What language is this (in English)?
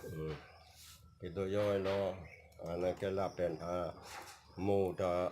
Karbi